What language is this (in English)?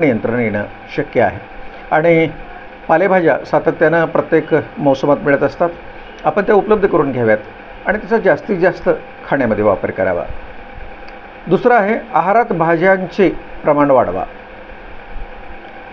Marathi